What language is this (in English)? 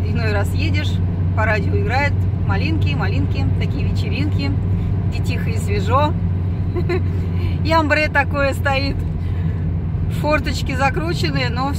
Russian